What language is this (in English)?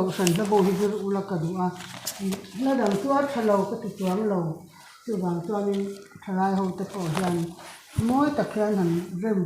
Mizo